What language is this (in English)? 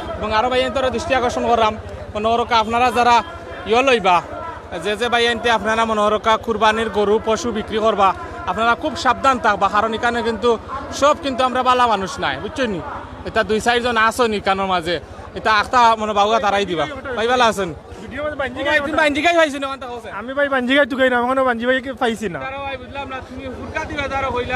Sylheti